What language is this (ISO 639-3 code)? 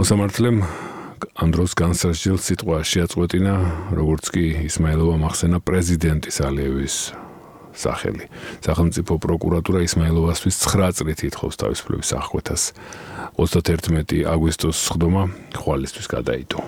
kat